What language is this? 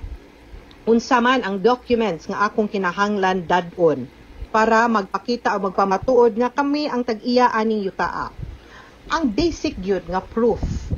Cebuano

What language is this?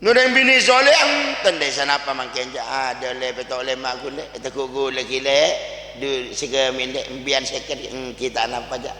Madurese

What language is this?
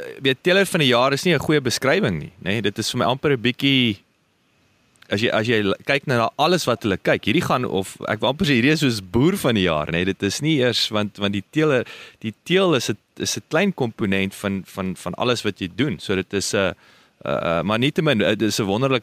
Afrikaans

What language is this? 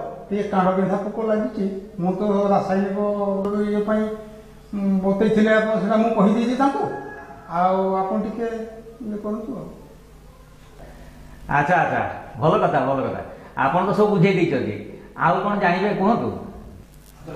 Odia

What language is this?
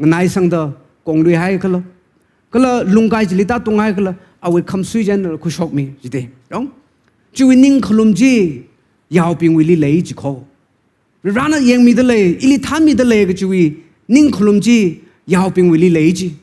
Tangkhul Naga (India)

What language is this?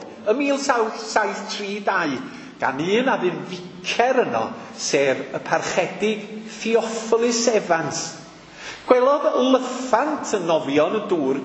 Welsh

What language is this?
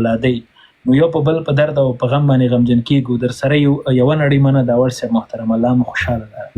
Pashto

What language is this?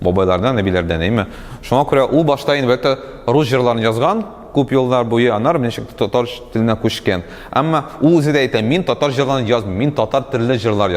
Tatar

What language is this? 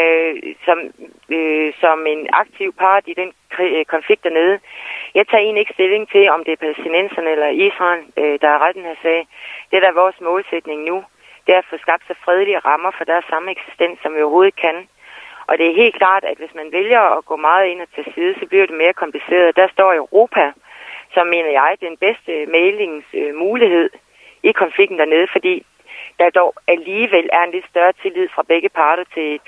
Danish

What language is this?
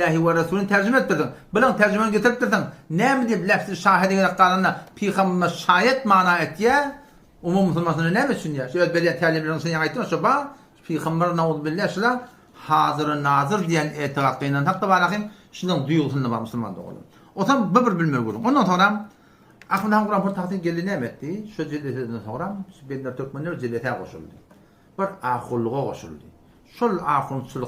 Turkmen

